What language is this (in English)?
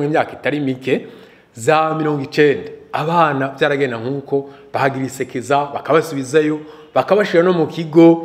Rundi